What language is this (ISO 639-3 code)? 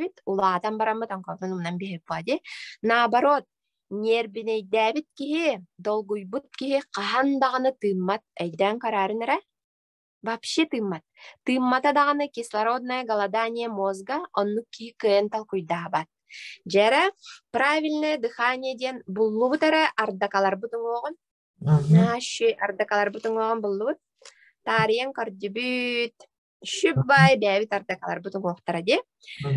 sah